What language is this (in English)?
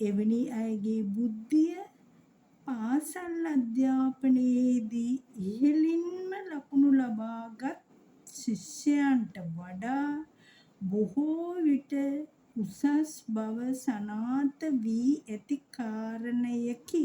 Sinhala